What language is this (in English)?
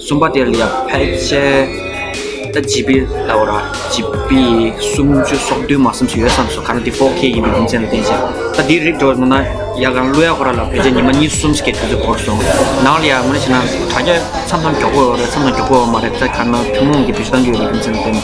Tibetan